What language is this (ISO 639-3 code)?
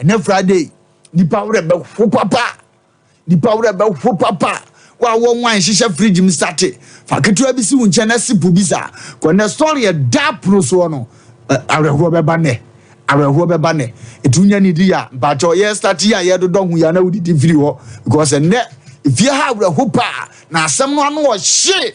aka